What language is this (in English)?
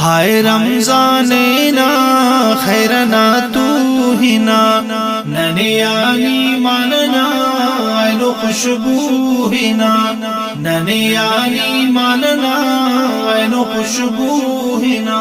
Brahui